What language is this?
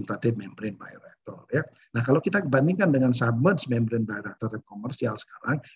Indonesian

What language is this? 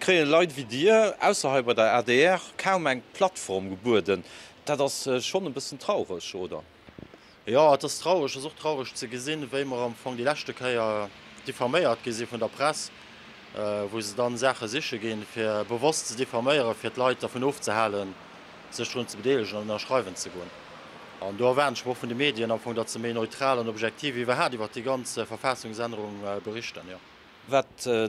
Luxembourgish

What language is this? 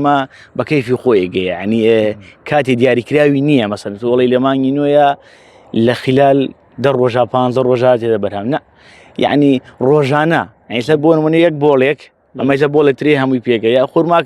Central Kurdish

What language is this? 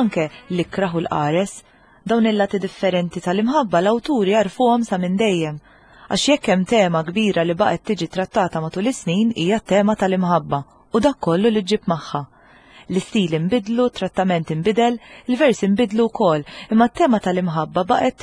Maltese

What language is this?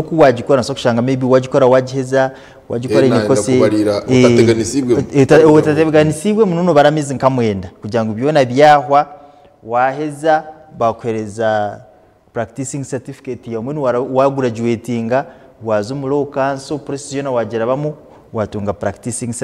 Nyankole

